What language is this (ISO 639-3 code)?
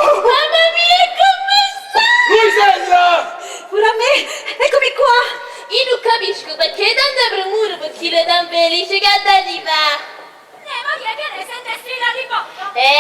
nap